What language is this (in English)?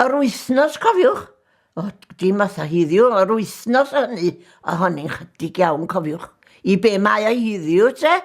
Welsh